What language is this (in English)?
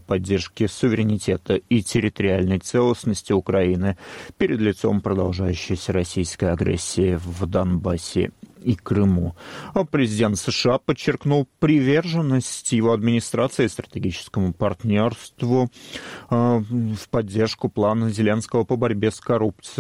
Russian